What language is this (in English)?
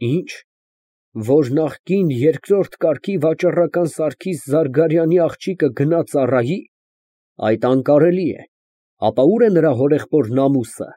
Armenian